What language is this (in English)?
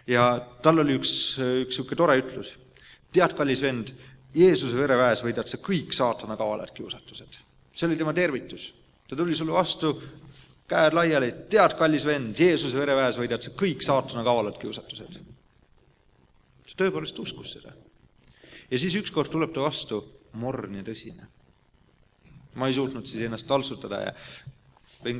Estonian